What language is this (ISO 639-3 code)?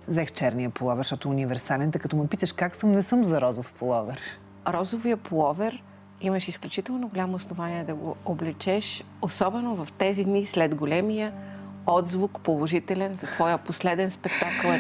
bul